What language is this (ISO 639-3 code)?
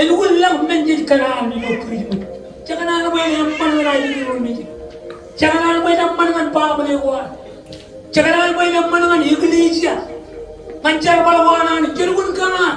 mah